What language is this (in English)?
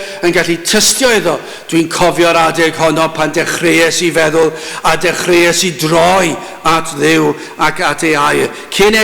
Welsh